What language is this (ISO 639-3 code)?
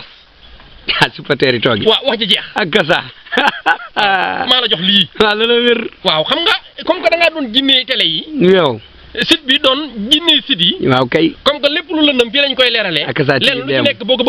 wol